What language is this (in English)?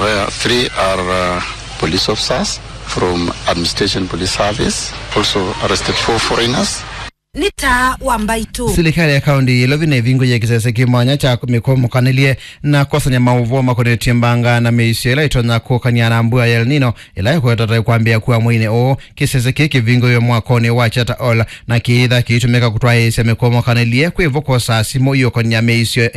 Kamba